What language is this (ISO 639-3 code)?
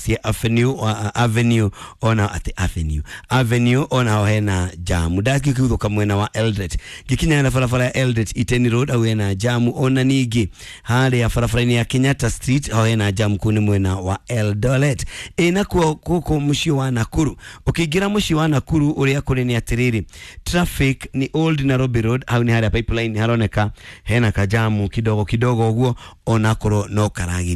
kik